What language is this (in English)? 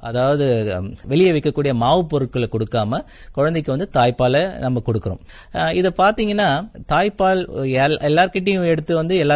Tamil